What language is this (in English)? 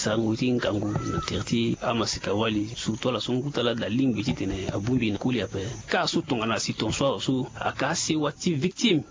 Sango